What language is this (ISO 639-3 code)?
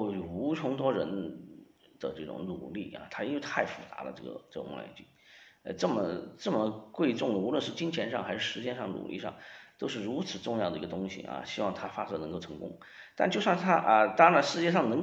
zho